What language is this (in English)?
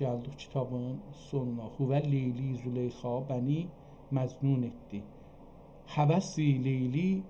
South Azerbaijani